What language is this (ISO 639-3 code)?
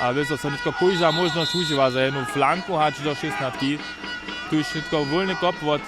hsb